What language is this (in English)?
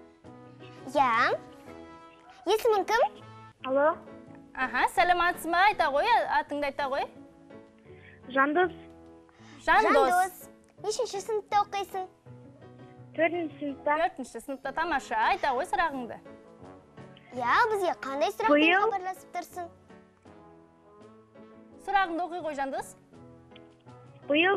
Kazakh